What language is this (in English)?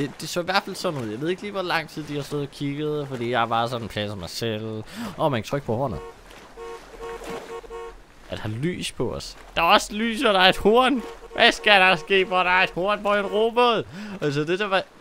Danish